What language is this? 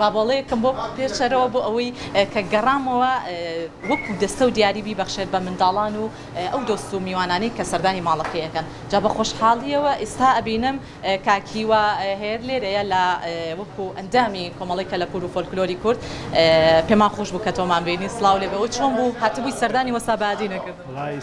Central Kurdish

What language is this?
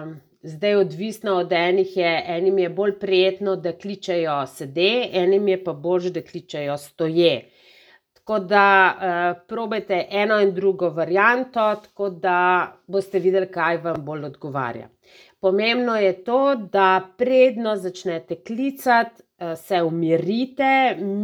Slovenian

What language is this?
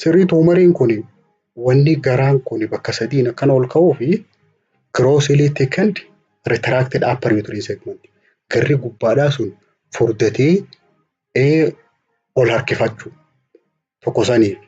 Oromo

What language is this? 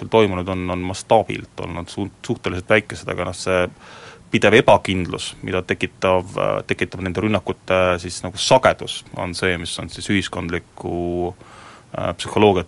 Estonian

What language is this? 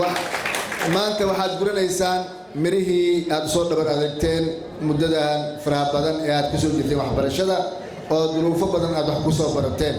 Somali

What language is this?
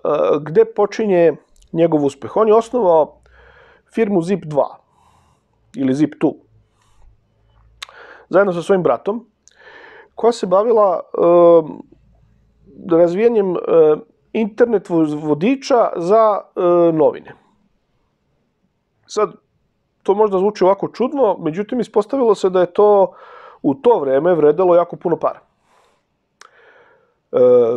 Serbian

